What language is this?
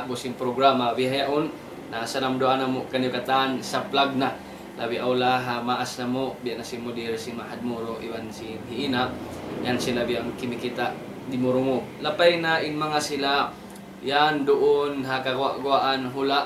Tausug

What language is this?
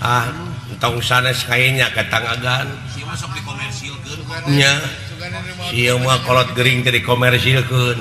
Sundanese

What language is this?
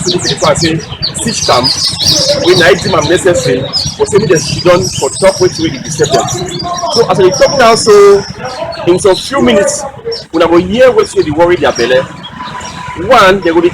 Cameroon Pidgin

